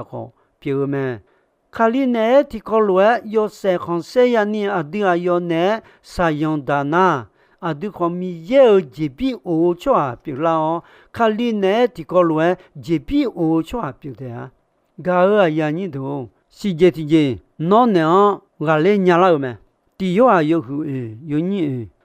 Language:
Akha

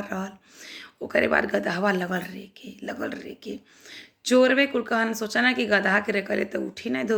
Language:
Bhojpuri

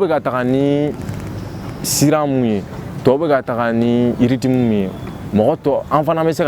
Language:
Bambara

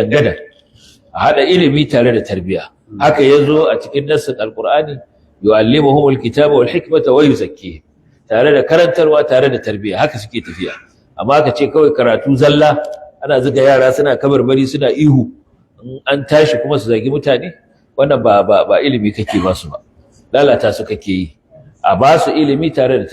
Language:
Hausa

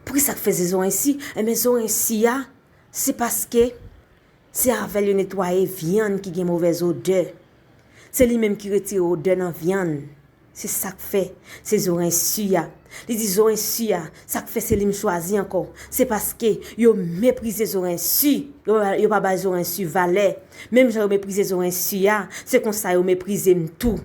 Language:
Haitian Creole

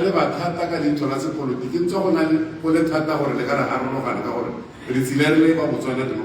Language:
Tswana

